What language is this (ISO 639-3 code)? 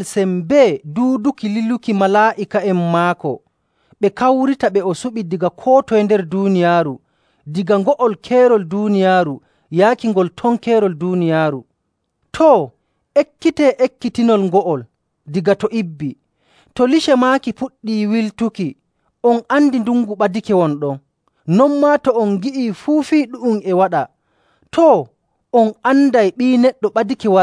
fuv